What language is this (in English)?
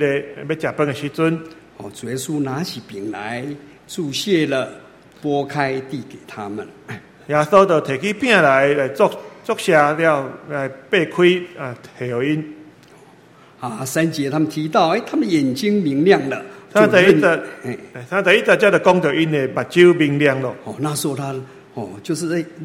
Chinese